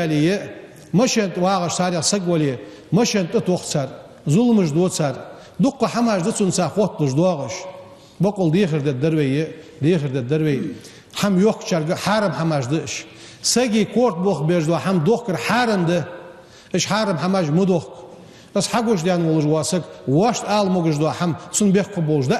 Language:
Ingush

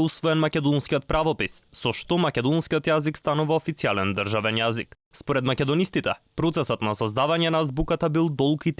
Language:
Macedonian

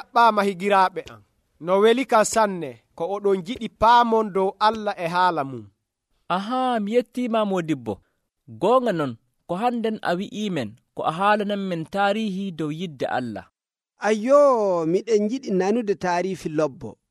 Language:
Nigerian Fulfulde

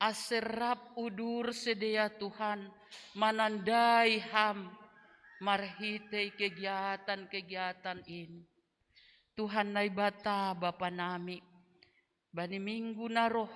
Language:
Batak Simalungun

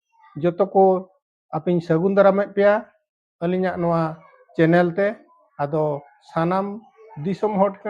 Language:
Santali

